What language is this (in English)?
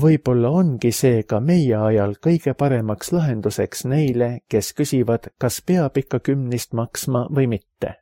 Estonian